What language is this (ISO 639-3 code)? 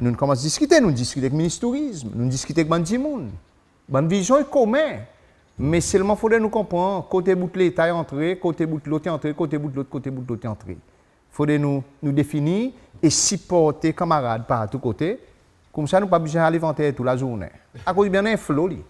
crs